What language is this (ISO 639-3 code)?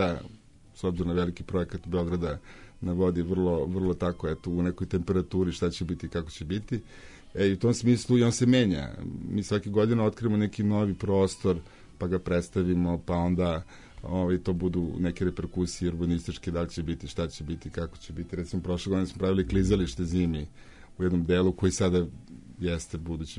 srp